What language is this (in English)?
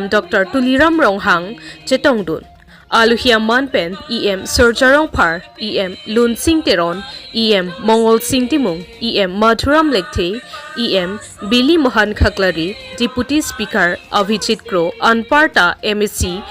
Karbi